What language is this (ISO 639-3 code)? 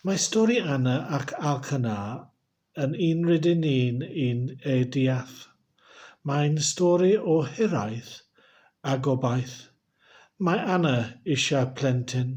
cym